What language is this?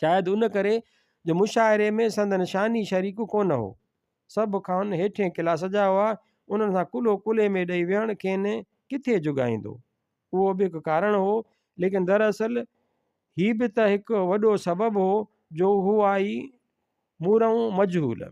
Sindhi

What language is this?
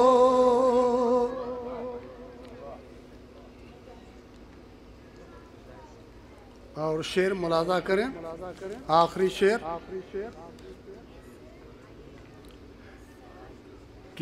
Urdu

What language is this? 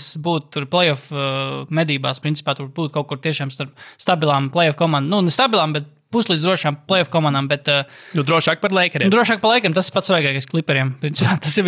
Latvian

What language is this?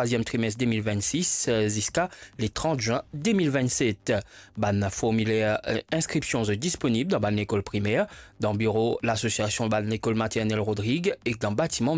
Morisyen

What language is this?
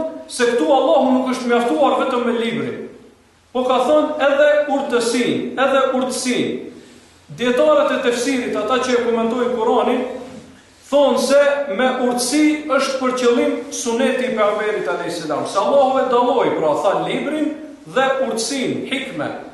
Albanian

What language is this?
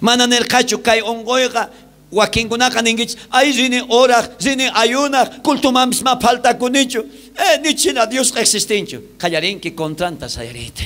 South Bolivian Quechua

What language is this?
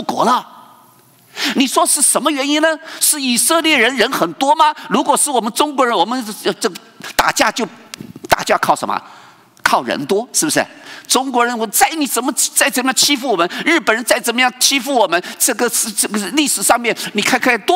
Chinese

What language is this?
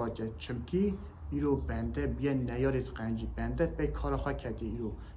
Kurdish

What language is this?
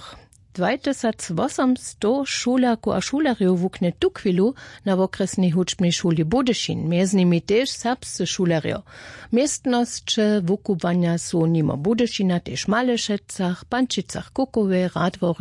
Upper Sorbian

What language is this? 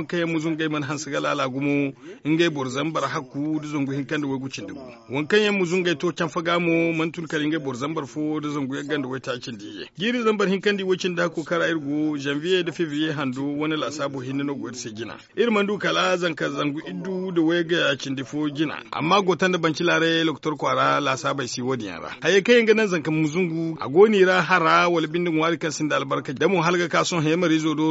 Zarma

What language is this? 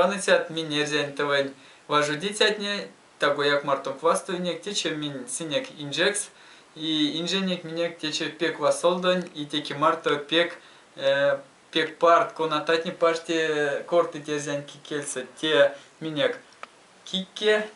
Erzya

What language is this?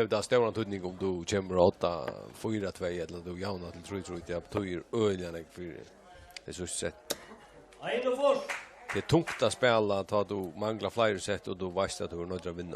Faroese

